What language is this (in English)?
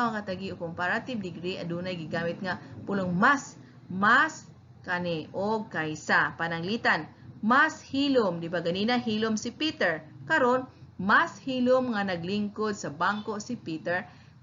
Cebuano